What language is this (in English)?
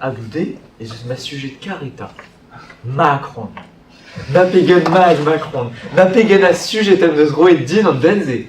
Breton